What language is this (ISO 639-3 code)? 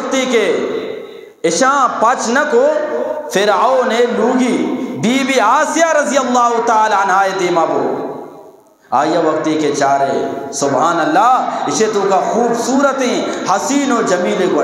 bgp